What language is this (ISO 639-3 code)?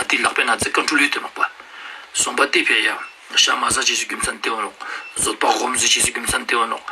lbj